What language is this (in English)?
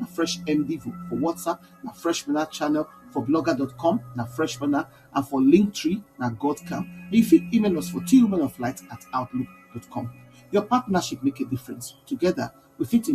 Nigerian Pidgin